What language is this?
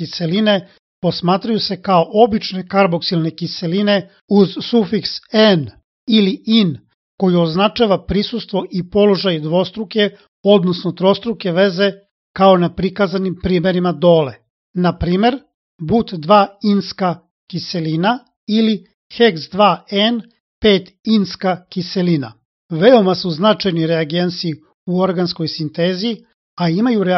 Serbian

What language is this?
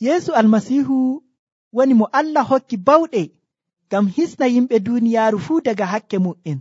Nigerian Fulfulde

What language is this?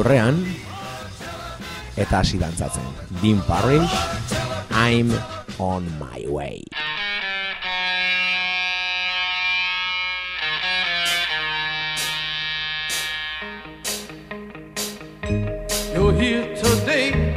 Basque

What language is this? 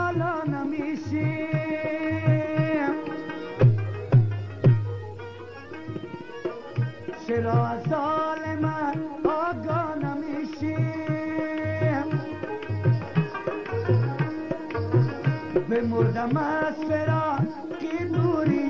Persian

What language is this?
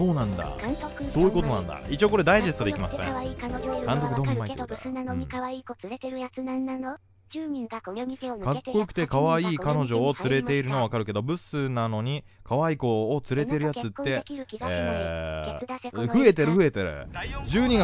Japanese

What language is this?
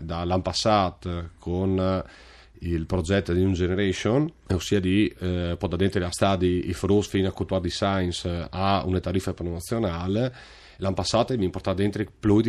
Friulian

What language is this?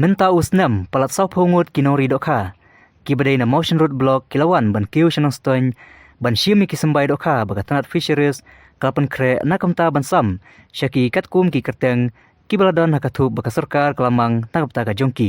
Khasi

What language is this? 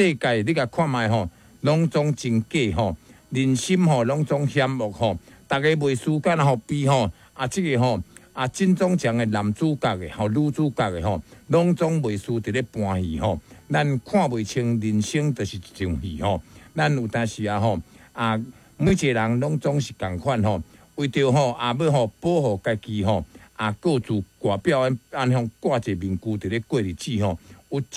Min Nan Chinese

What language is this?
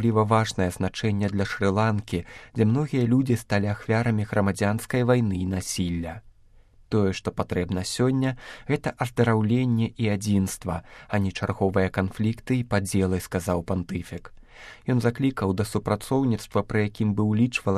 Belarusian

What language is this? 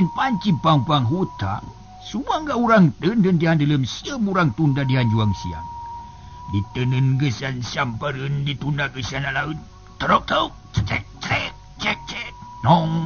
Sundanese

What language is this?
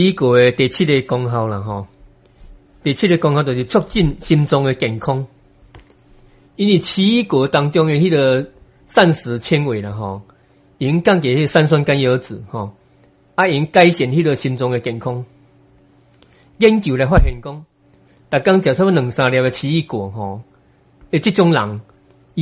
Min Nan Chinese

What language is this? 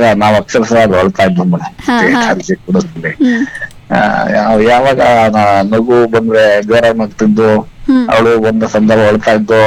Kannada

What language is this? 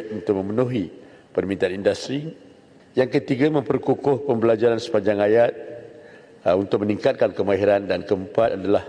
Malay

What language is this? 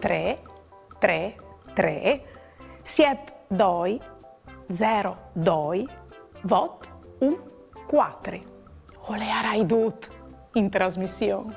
Friulian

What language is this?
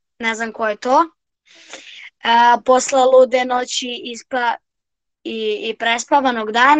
Serbian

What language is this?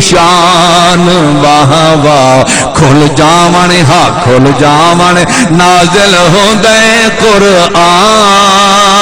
Saraiki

